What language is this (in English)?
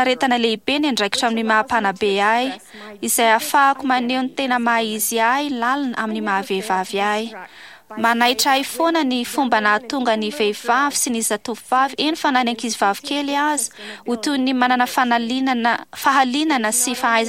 Malagasy